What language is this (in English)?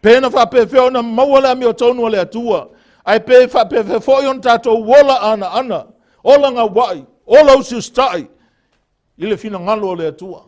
Samoan